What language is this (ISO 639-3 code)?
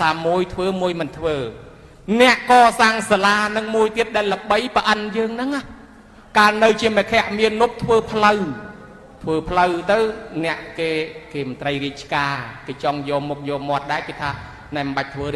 khm